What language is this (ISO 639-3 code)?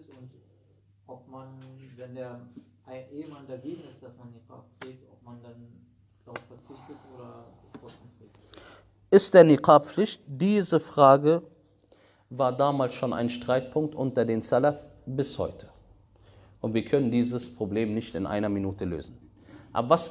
deu